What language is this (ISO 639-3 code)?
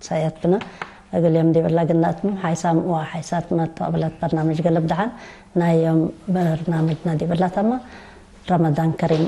tig